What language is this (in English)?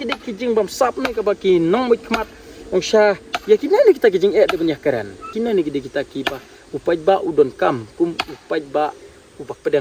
Khasi